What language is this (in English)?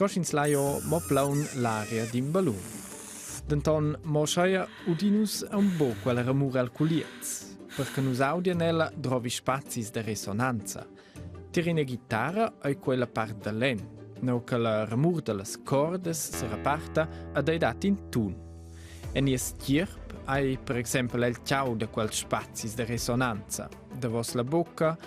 Romansh